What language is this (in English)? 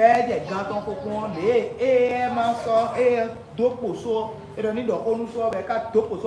Fon